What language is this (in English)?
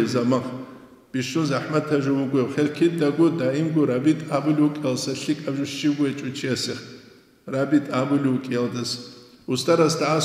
Avaric